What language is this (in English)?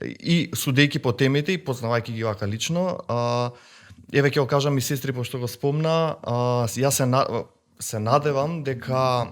Macedonian